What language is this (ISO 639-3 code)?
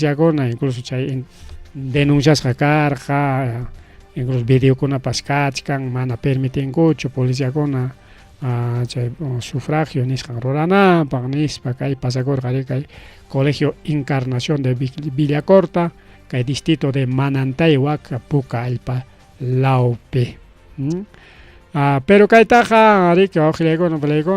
quy